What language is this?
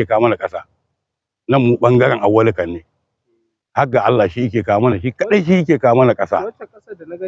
Hausa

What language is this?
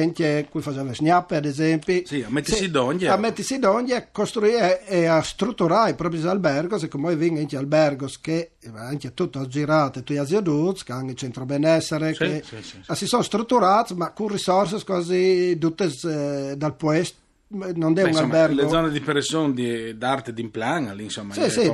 Friulian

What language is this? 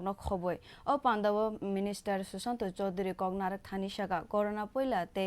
Kok Borok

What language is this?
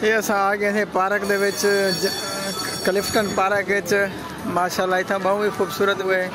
Saraiki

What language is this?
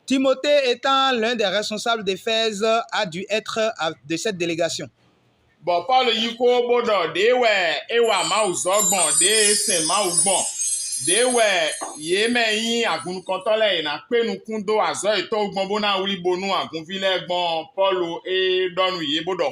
Fon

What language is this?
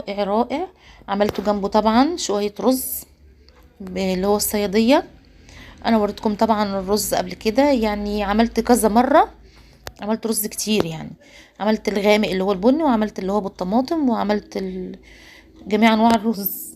Egyptian Arabic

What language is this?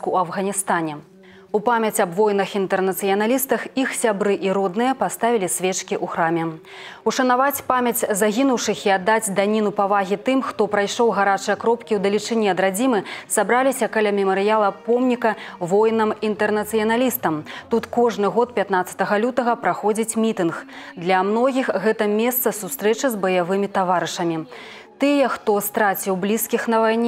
Belarusian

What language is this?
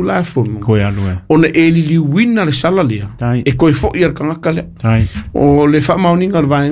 Samoan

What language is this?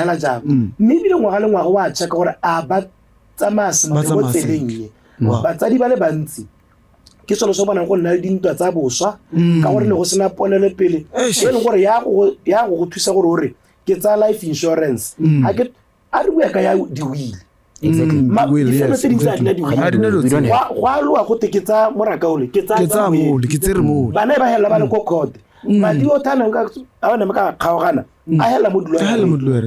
Tswana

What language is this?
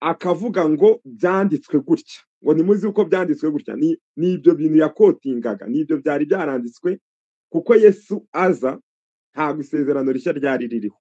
Kinyarwanda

